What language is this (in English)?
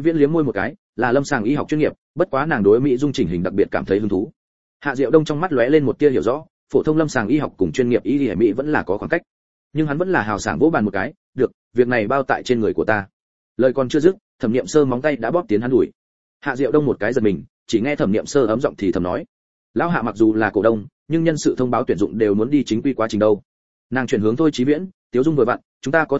Vietnamese